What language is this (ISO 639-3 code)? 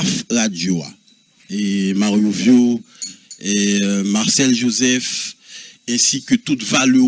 fra